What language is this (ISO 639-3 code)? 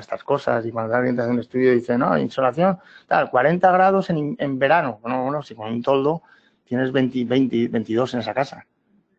spa